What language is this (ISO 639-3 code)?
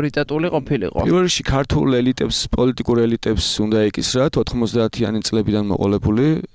kat